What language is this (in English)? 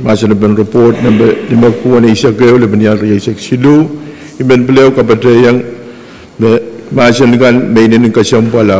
Pohnpeian